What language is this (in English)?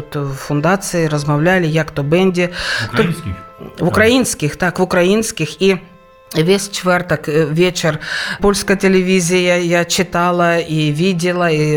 Polish